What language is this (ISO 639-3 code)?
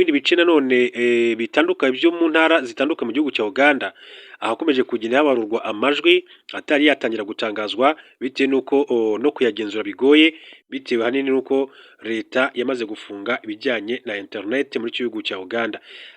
kin